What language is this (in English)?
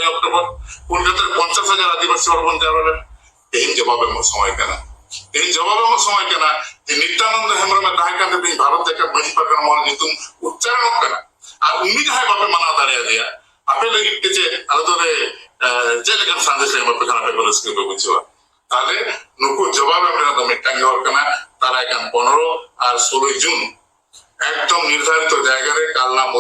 Santali